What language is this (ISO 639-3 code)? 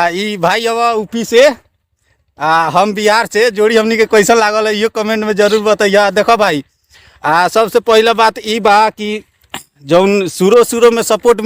bho